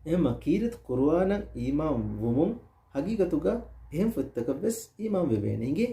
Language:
Divehi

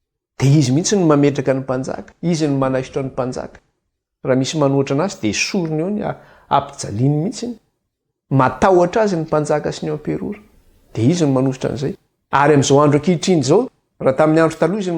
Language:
Malagasy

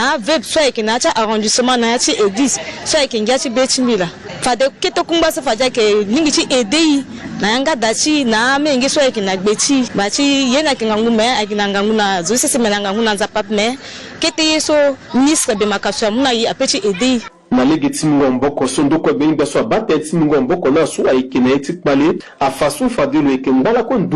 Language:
Sango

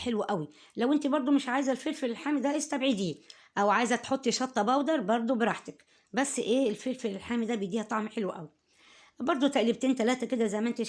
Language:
Egyptian Arabic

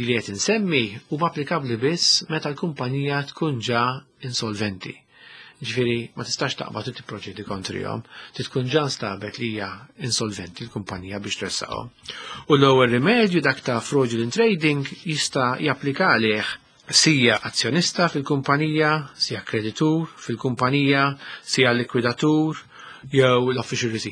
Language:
Maltese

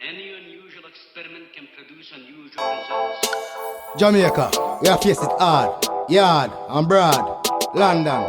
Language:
Jamaican Creole English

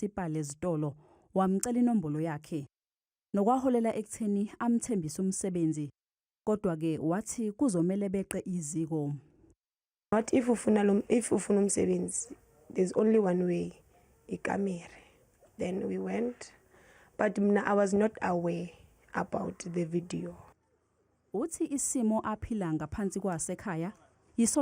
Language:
Zulu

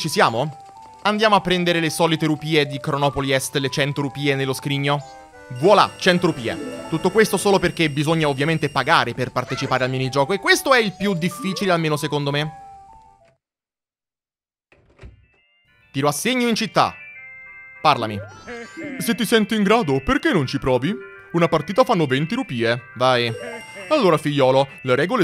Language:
Italian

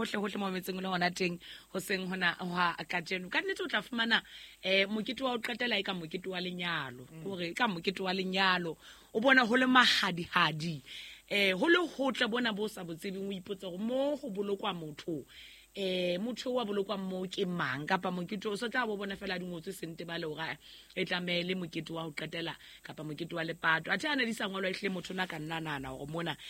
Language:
Southern Sotho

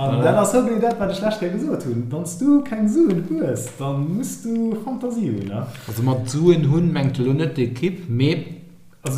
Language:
Luxembourgish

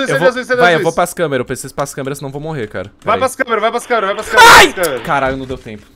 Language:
Portuguese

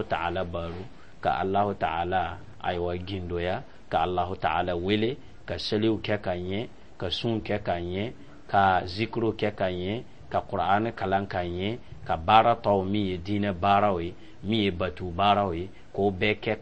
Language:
Dyula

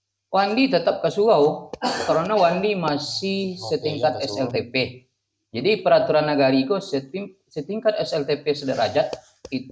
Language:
Minangkabau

